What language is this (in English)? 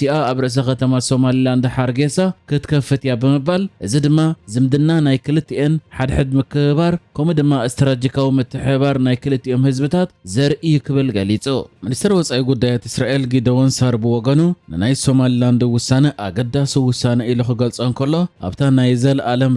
Tigrinya